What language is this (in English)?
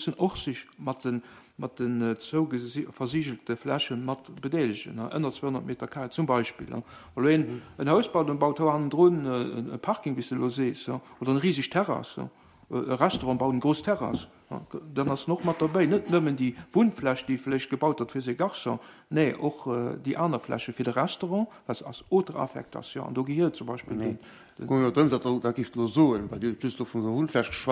Luxembourgish